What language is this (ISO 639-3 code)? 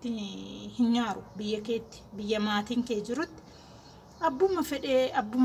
orm